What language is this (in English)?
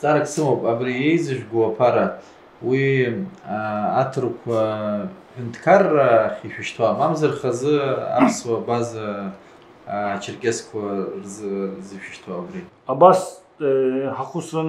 Abkhazian